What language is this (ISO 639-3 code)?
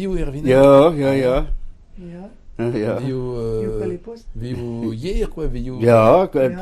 bre